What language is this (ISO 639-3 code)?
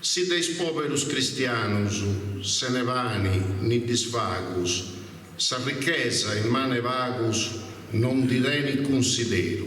srd